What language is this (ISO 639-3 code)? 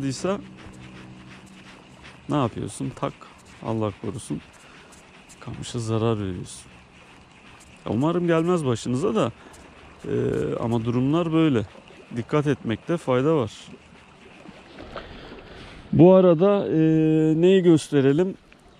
tur